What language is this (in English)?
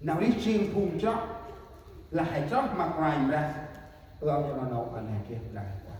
Central Mnong